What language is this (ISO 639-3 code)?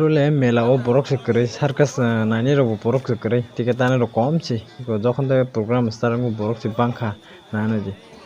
trp